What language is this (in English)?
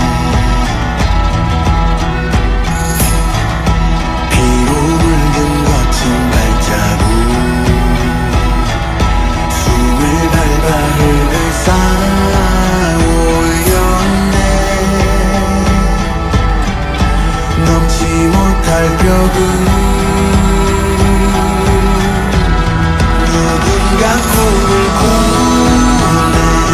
Korean